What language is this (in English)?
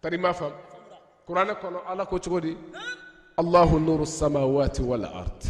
Bambara